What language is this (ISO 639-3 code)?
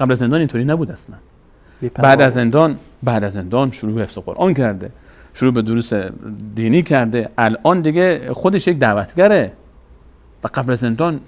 fas